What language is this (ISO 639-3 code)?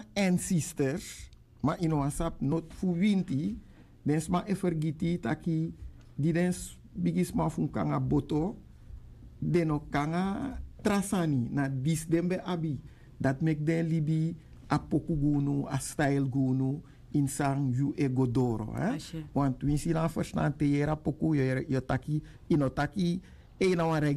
srn